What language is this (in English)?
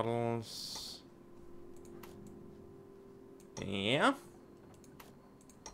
Danish